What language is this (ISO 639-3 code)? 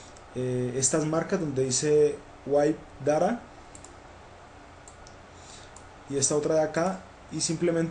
spa